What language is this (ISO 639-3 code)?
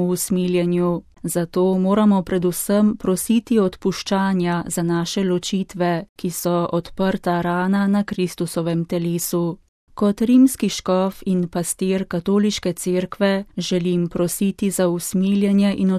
slv